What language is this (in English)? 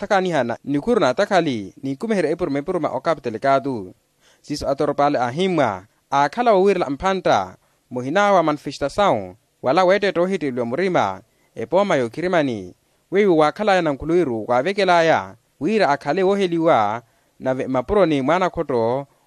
Makhuwa